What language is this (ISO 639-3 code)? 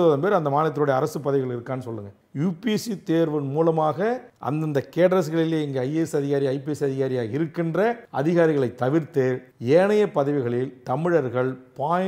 tam